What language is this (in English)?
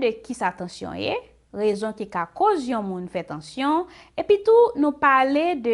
Haitian Creole